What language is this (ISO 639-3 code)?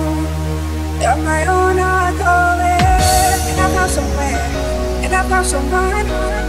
eng